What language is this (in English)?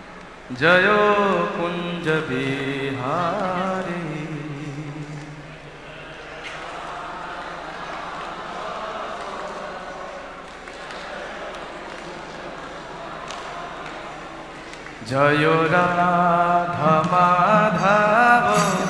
Bangla